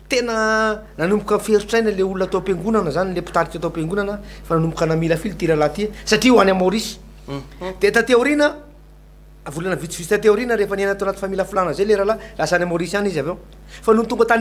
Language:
Malagasy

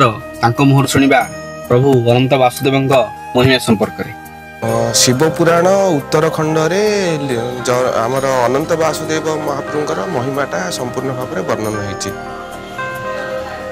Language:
Odia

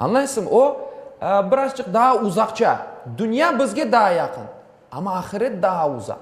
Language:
Crimean Tatar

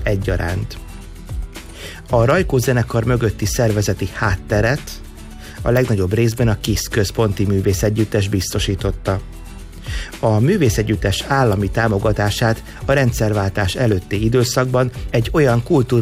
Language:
Hungarian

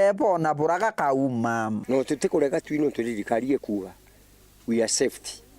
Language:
Meru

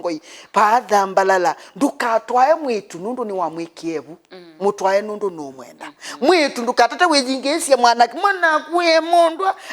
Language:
Kamba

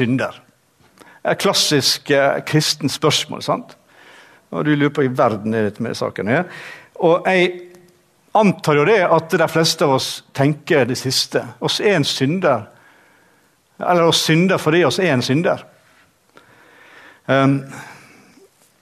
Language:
Norwegian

